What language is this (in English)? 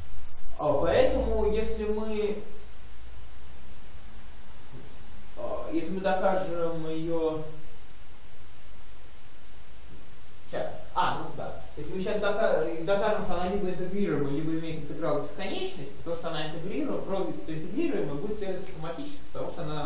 Russian